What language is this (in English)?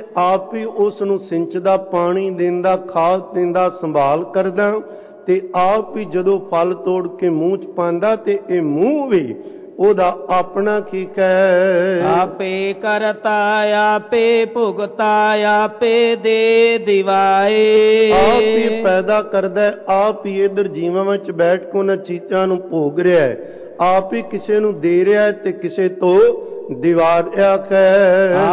Punjabi